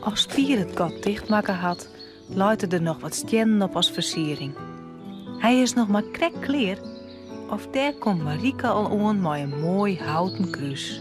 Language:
Western Frisian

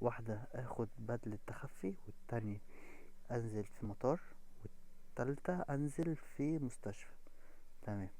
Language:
Egyptian Arabic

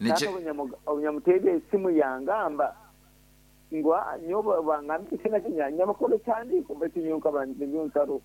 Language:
Nyankole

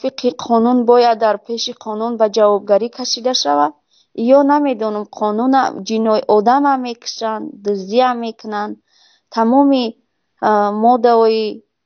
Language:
Tajik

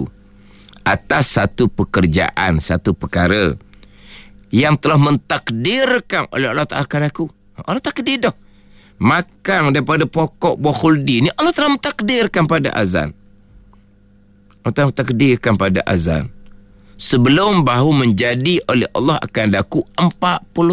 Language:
Malay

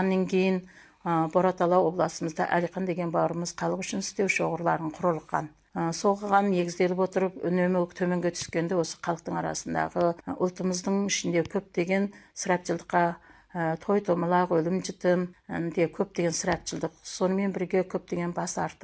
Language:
Kazakh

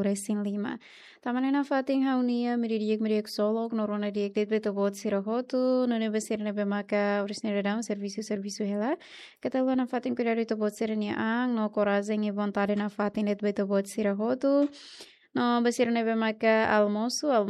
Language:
Tetum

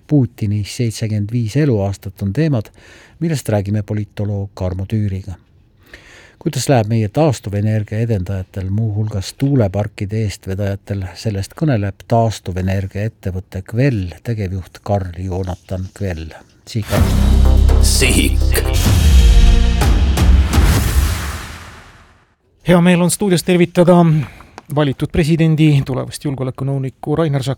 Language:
Estonian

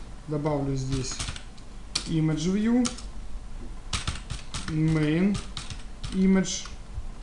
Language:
Russian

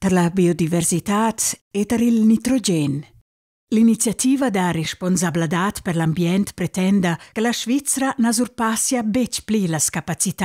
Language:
Romansh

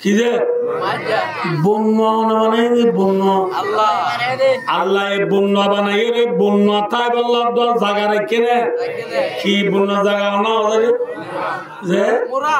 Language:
Rohingya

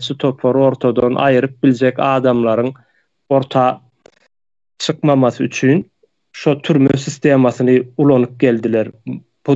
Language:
Turkmen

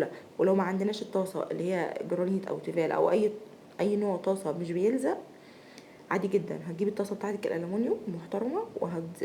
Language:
Egyptian Arabic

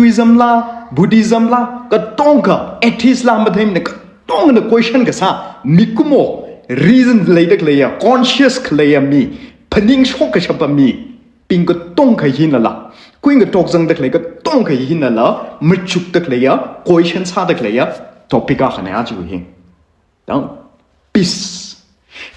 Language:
Tangkhul Naga (India)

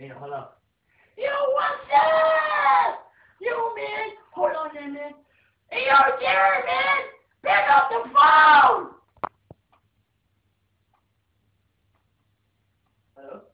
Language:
English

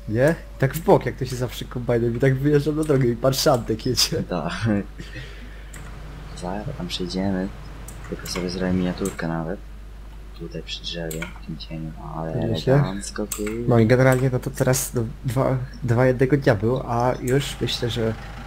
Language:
Polish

